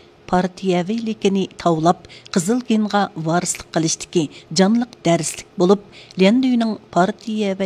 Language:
Uyghur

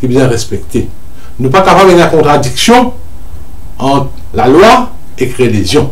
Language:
Morisyen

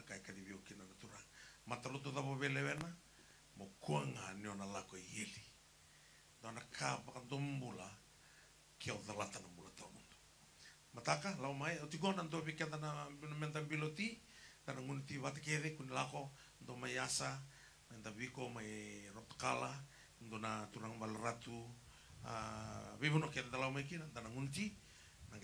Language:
Fijian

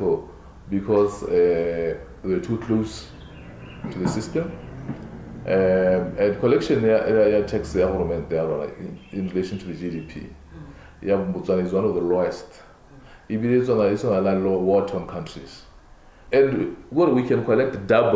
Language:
Tswana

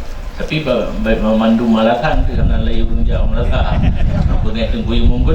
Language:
Achinese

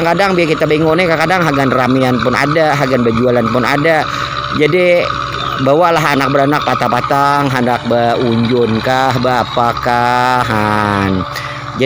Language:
Banjar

